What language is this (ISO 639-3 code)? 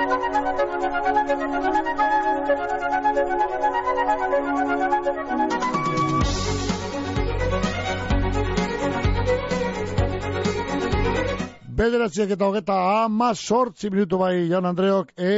eus